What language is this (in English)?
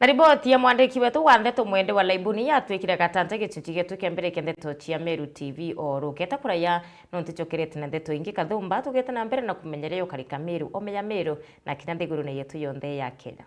Meru